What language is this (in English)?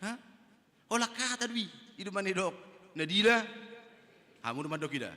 Batak Toba